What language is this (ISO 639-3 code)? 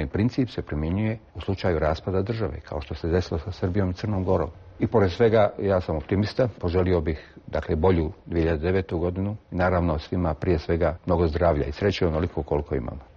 bos